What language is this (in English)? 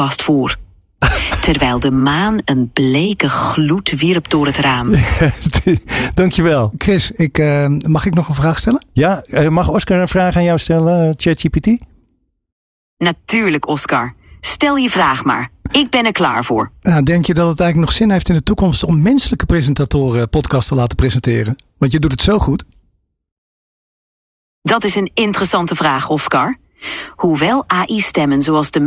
Dutch